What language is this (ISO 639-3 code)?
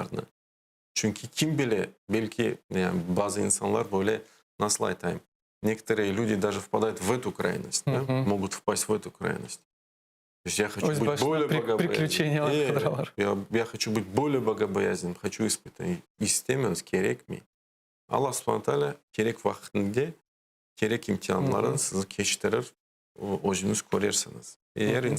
crh